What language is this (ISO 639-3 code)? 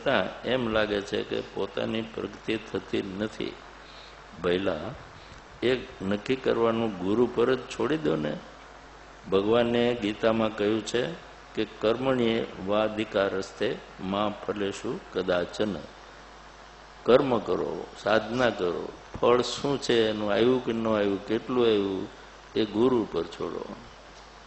guj